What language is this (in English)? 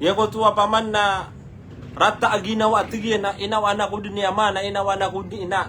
Maranao